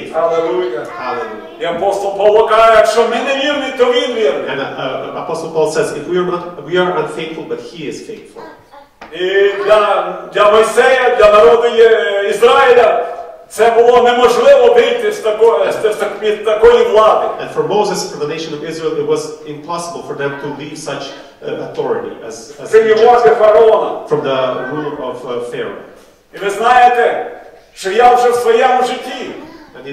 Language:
Ukrainian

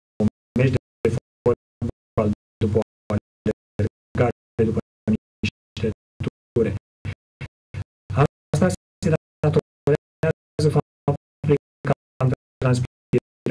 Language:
Romanian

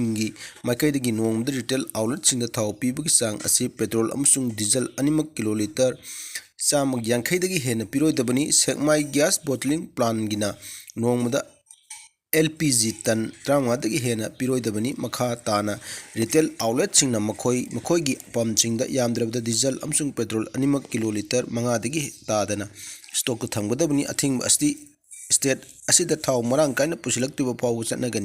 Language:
Manipuri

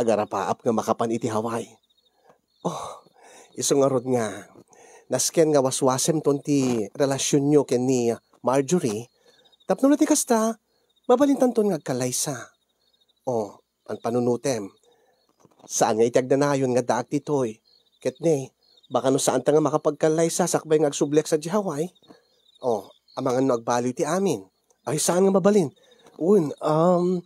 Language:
Iloko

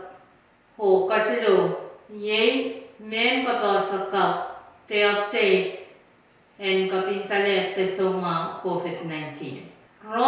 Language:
Pohnpeian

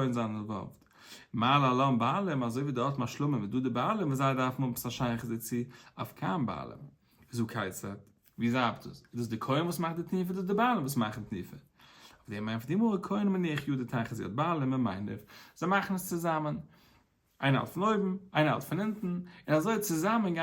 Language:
Yiddish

